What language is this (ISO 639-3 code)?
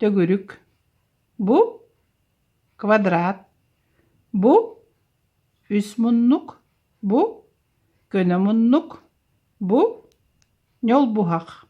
sah